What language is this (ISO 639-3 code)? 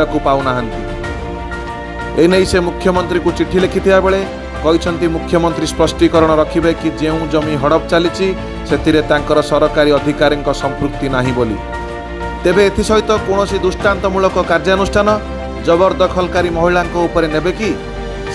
ori